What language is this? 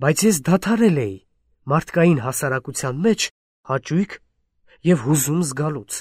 Armenian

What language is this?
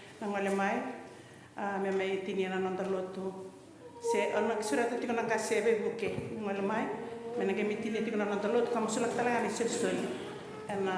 Fijian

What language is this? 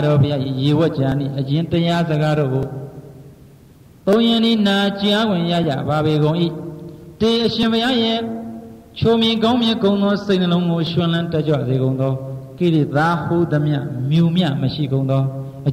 Burmese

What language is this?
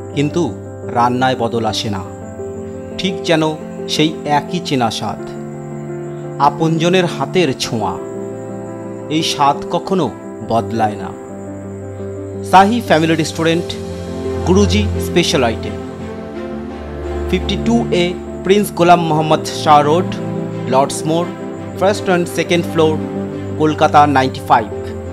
Bangla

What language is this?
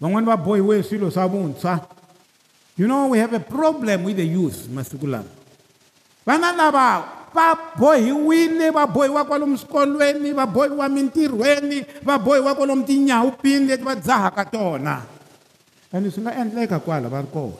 Tsonga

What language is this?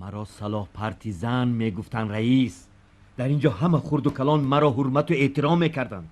Tajik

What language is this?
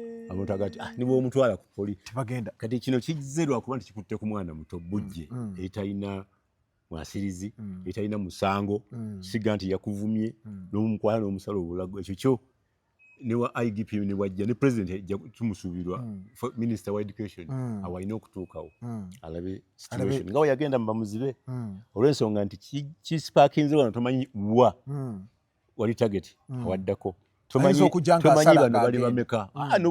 Ganda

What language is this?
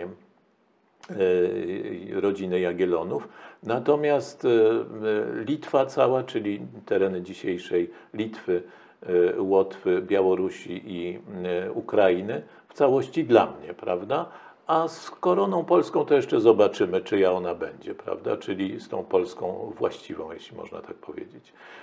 Polish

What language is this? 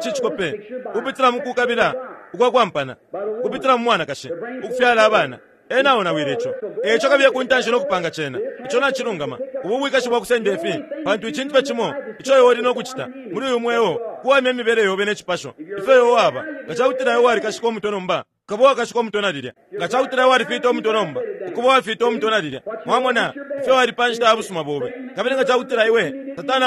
Bemba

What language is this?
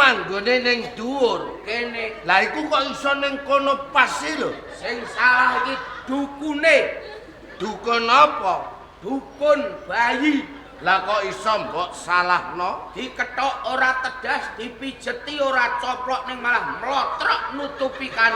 Javanese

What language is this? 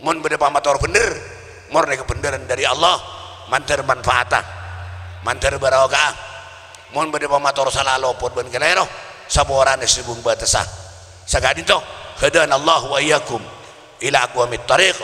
Madurese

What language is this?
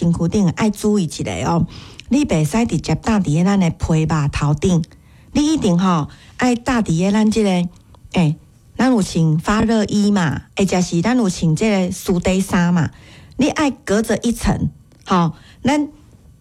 Min Nan Chinese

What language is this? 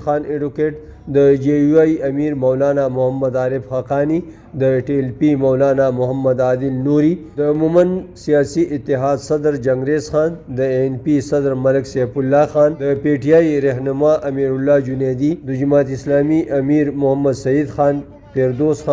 Pashto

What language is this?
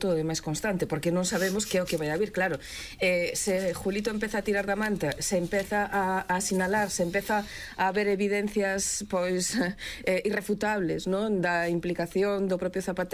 Galician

